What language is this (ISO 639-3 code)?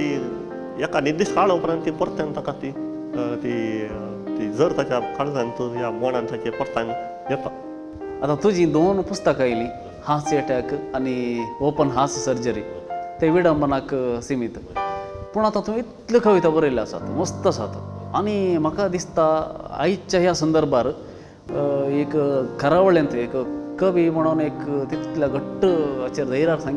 kok